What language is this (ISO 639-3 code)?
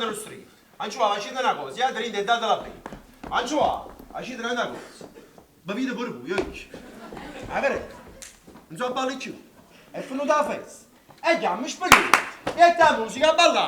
nap